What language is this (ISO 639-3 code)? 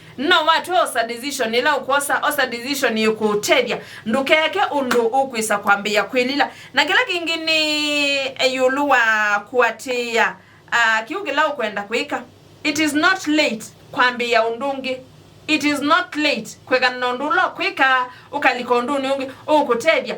kam